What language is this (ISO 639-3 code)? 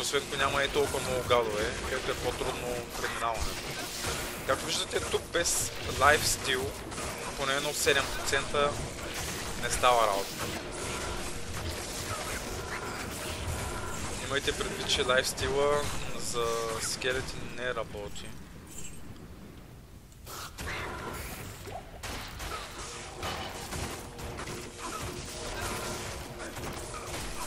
bul